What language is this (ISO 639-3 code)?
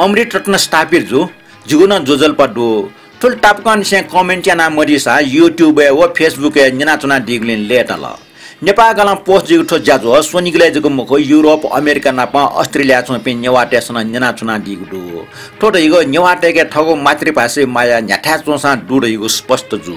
new